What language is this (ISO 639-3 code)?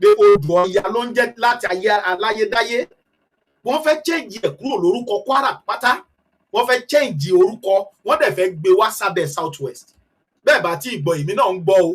yor